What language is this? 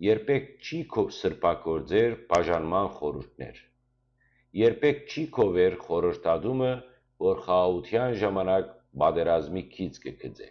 Western Armenian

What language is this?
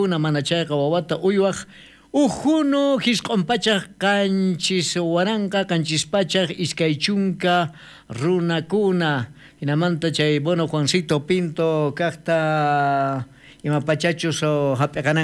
South Bolivian Quechua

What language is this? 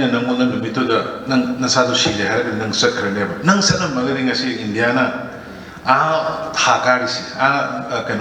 Manipuri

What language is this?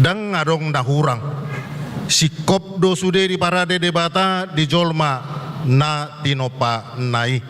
Batak Toba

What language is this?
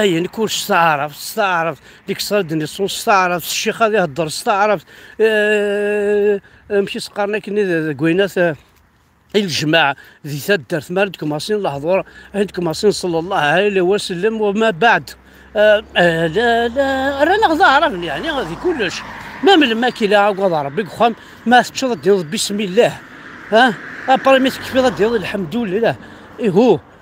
Kabyle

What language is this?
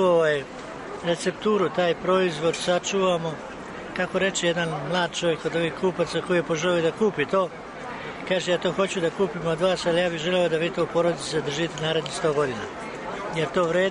Serbian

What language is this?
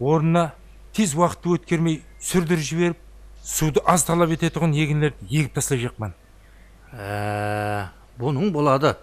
Kara-Kalpak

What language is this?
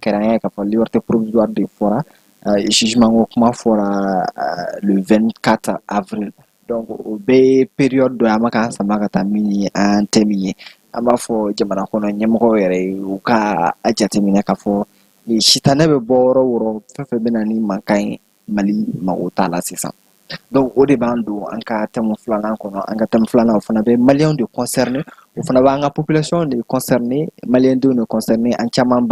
Bambara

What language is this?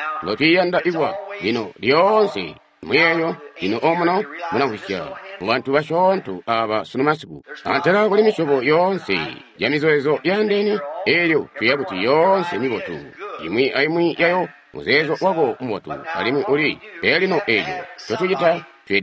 Tonga (Zambia)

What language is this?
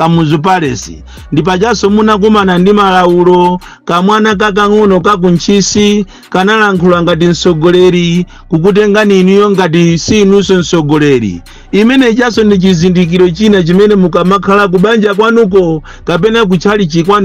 Nyanja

